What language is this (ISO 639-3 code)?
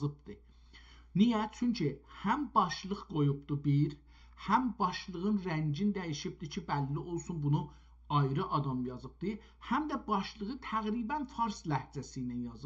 azb